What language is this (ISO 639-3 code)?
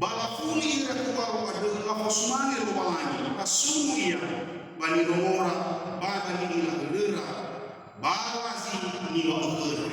nia